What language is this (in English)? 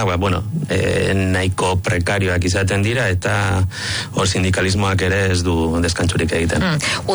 Basque